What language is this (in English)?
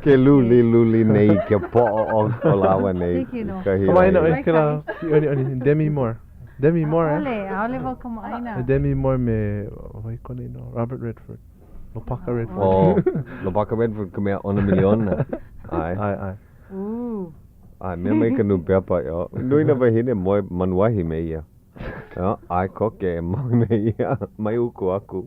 Hawaiian